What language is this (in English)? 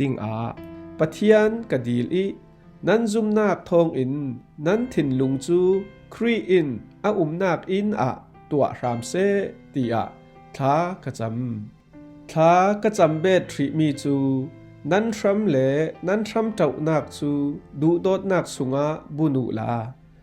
Falam Chin